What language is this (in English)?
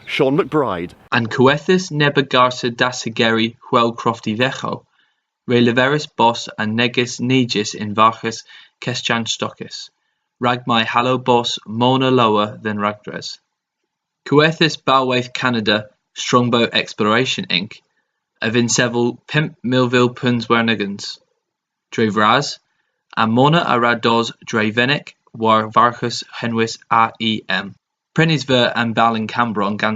Cornish